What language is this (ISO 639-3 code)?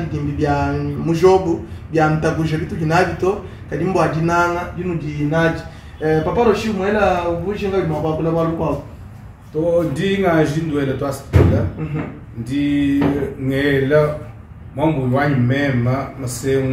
lua